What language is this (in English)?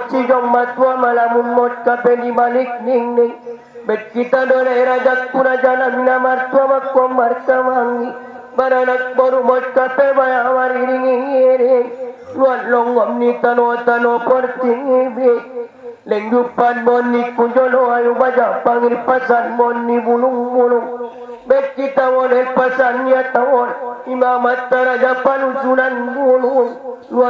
Batak Angkola